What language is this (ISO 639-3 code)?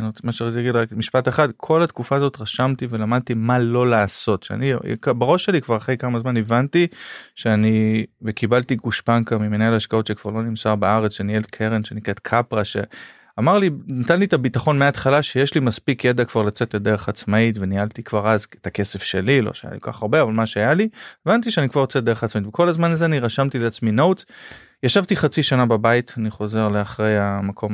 heb